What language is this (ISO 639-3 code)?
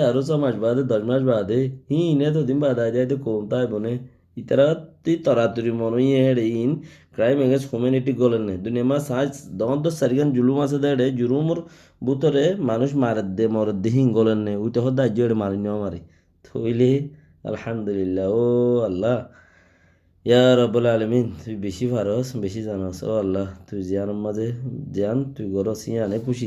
rhg